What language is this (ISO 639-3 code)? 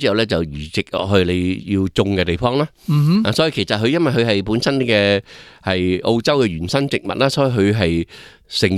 yue